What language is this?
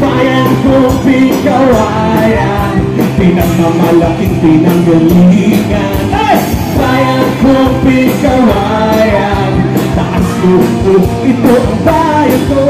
Hiligaynon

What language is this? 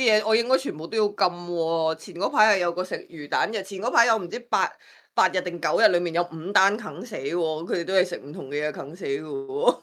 Cantonese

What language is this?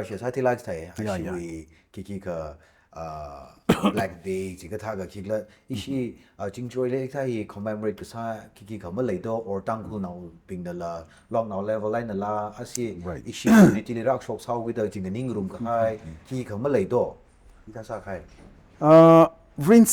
Tangkhul Naga (India)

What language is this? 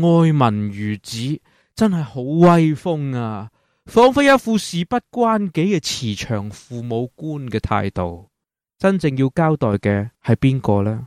Cantonese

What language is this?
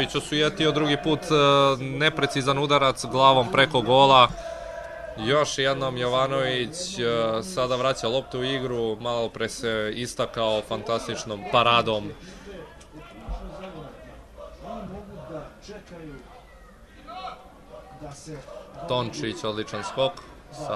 Serbian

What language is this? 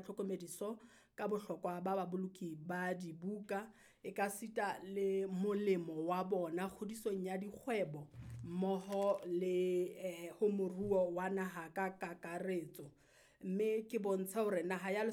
Southern Sotho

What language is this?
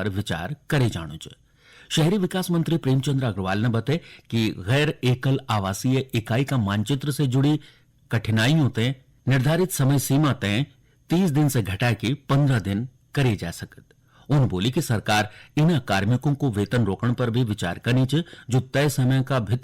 Garhwali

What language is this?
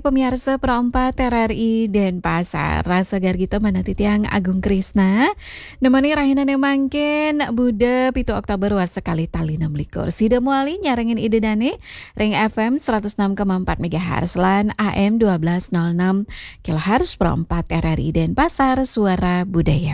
Balinese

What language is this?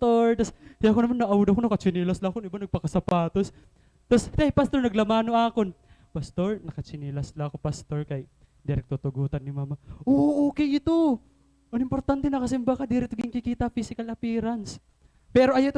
Waray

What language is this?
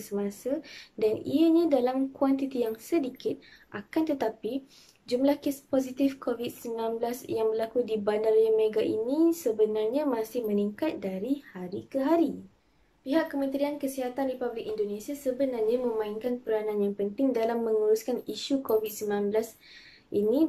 Malay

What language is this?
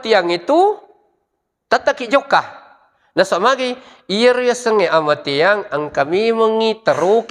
Buginese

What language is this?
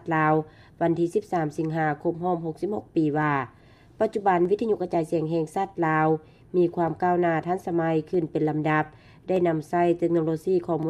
Lao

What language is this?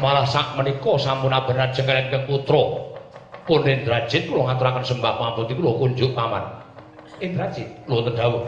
Javanese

